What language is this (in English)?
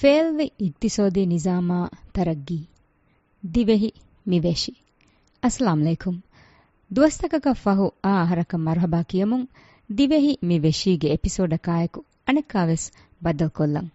Divehi